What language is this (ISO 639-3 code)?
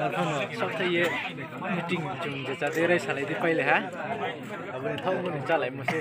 ria